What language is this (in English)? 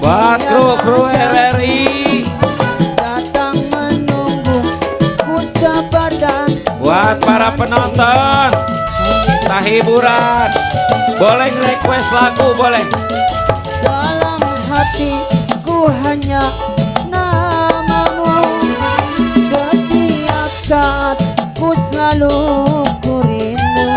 Betawi